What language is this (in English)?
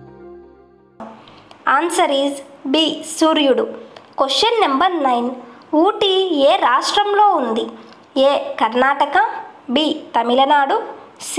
Telugu